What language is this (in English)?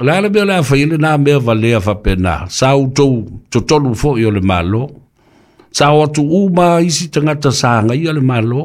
Samoan